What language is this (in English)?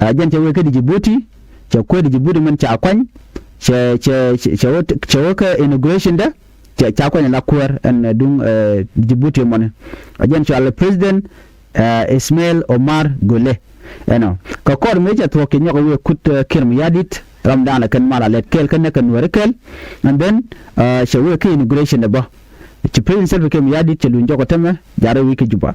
Nuer